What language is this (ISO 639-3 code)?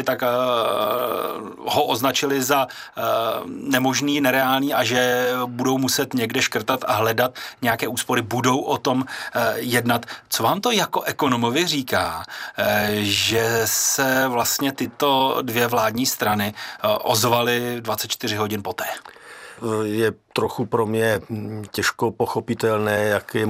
ces